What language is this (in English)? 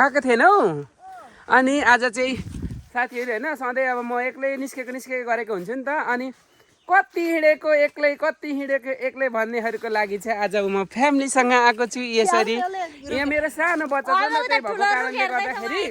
Nepali